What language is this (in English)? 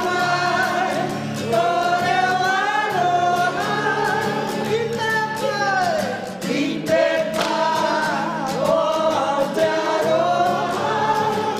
Māori